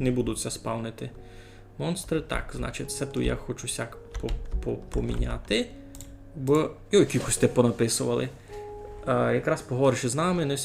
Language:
Rusyn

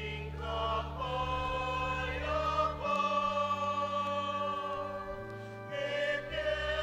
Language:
Pampanga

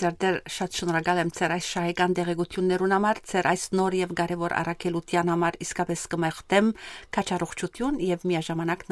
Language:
Western Armenian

